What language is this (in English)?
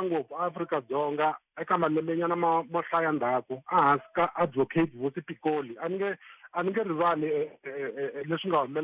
Tsonga